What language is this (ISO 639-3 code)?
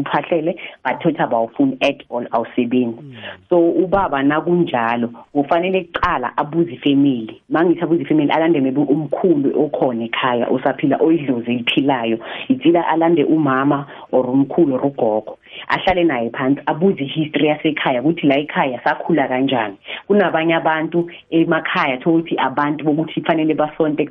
nbl